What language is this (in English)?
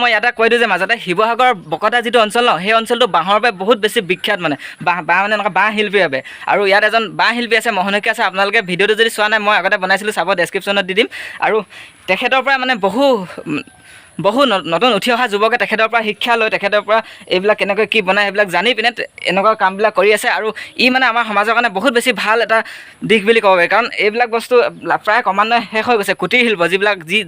Assamese